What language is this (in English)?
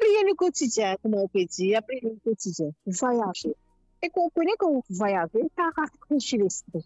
Morisyen